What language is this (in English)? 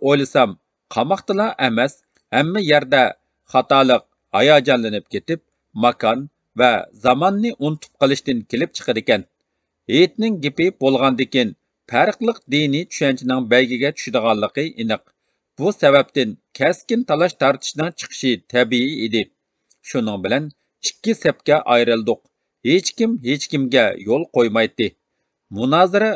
Uyghur